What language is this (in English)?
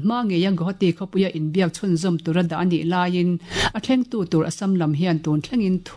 Mizo